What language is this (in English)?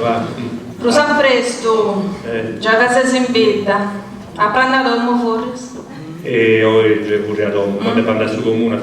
Sardinian